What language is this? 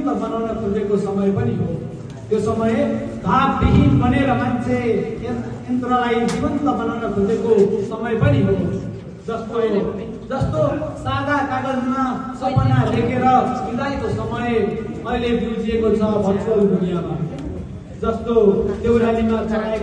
Nepali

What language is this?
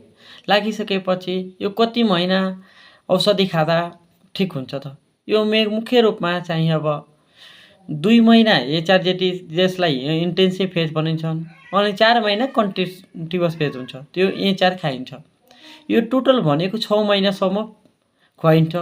Nepali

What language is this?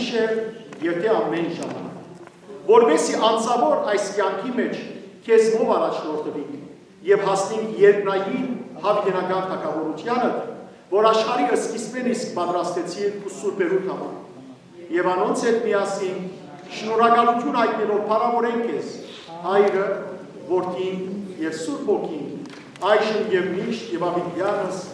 Western Armenian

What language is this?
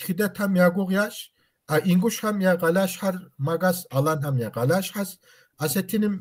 Kabardian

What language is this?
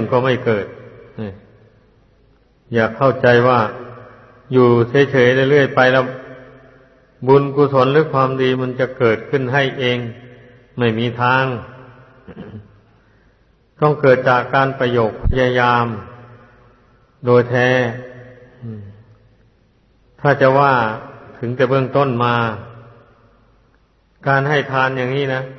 Thai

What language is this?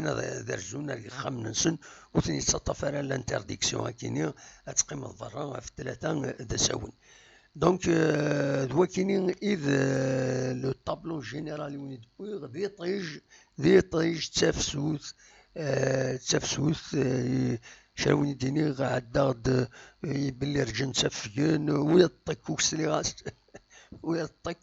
Kabyle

